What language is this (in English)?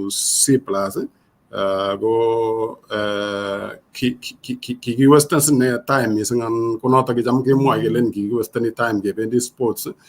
Kalenjin